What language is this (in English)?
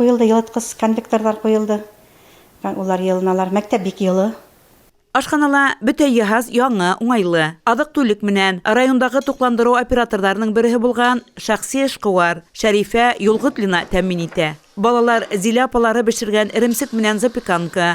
Bashkir